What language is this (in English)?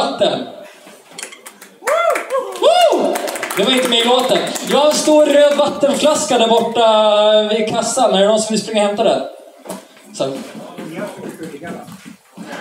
Swedish